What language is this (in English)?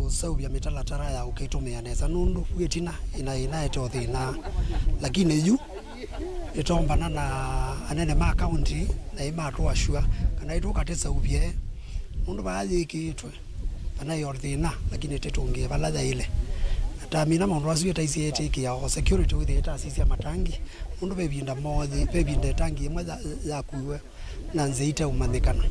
Kamba